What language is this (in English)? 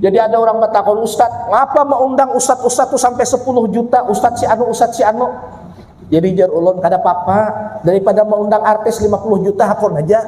Banjar